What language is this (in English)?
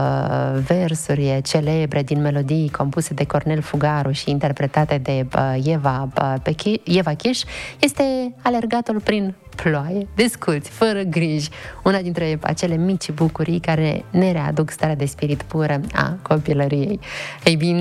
Romanian